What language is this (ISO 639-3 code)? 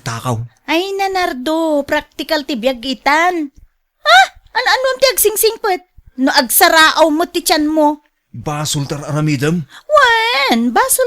ilo